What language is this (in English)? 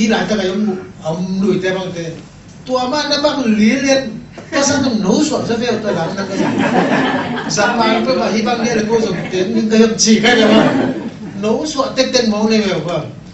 Tedim Chin